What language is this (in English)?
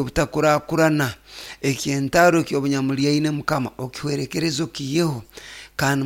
Nyoro